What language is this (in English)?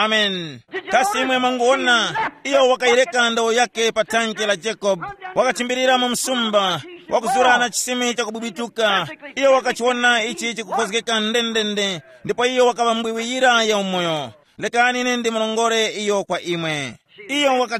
Tumbuka